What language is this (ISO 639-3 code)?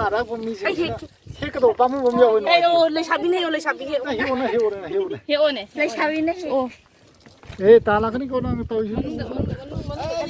mni